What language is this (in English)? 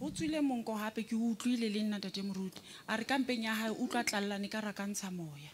Southern Sotho